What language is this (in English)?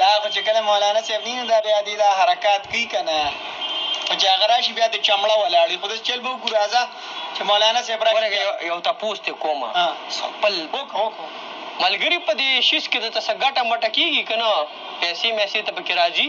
Pashto